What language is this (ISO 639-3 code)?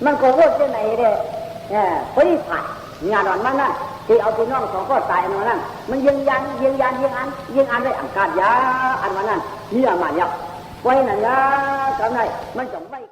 shn